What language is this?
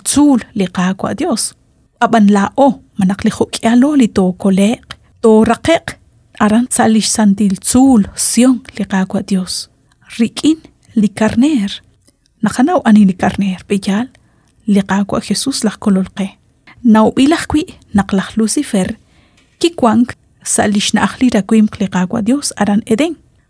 Kekchí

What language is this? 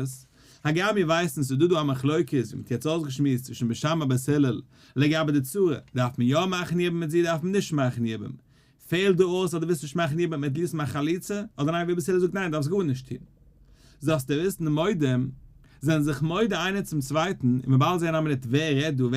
Yiddish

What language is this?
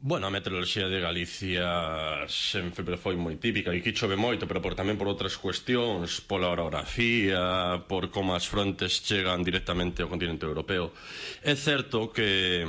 Galician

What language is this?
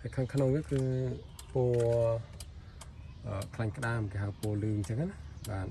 Khmer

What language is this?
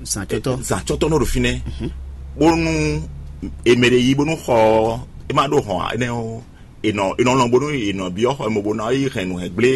Fon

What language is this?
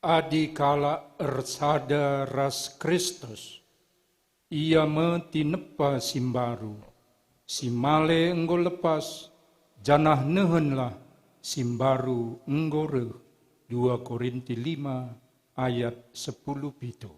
Batak Karo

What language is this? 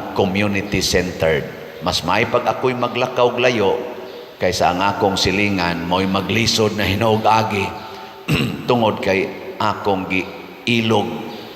Cebuano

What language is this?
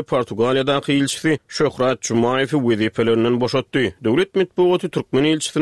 Turkmen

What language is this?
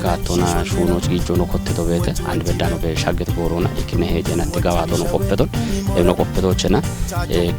Kafa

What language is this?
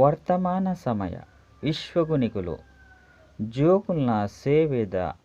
Tulu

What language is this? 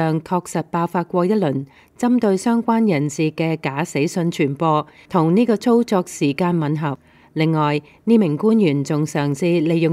Cantonese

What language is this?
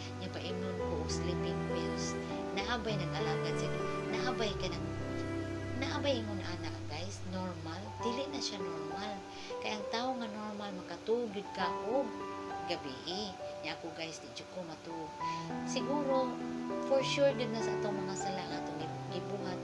Cebuano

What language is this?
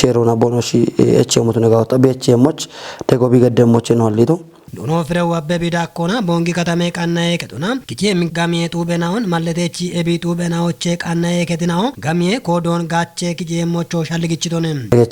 Kafa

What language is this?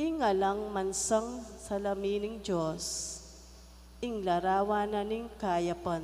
Pampanga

